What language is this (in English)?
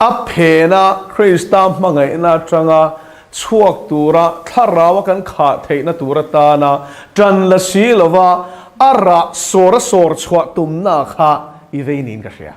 Mizo